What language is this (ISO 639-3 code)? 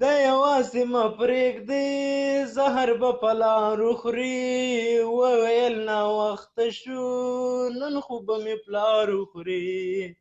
pus